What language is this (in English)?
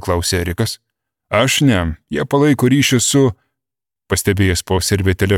Lithuanian